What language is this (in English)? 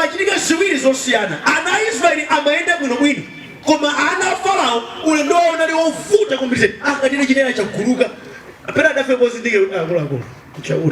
Nyanja